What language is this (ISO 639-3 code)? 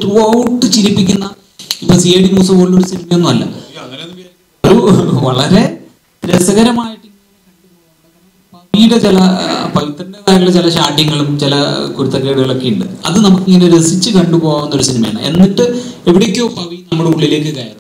mal